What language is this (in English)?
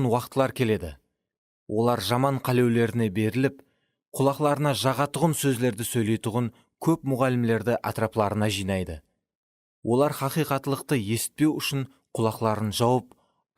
Kara-Kalpak